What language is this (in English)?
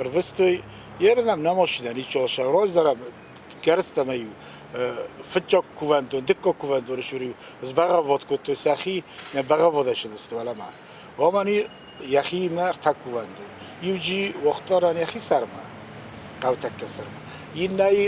Ossetic